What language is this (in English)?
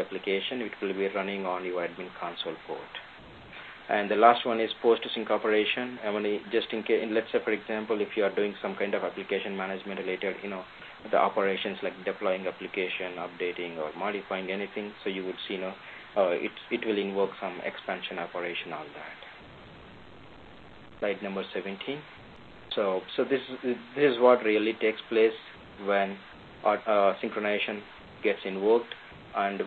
English